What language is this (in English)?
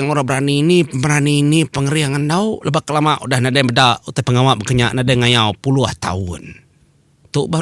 Iban